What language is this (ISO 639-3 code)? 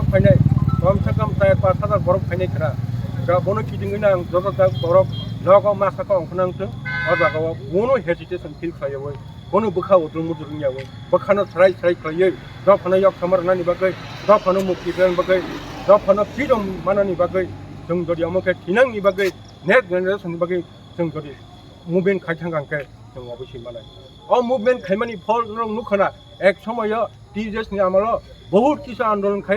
trp